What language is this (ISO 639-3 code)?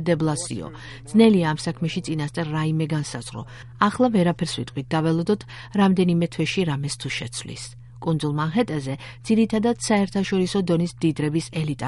kat